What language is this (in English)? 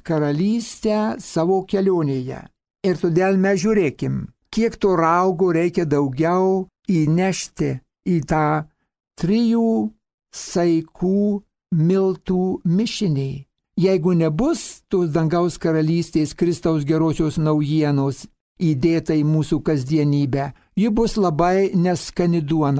Lithuanian